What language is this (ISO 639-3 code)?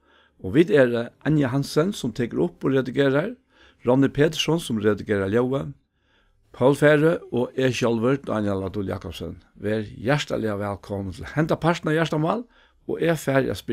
fao